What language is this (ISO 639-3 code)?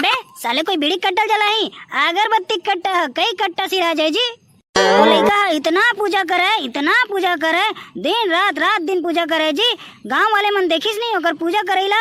hne